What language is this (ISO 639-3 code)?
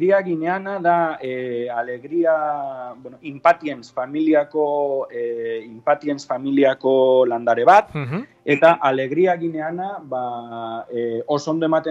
eus